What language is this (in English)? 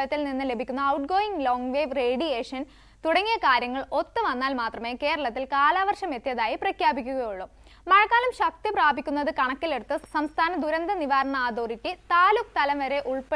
Malayalam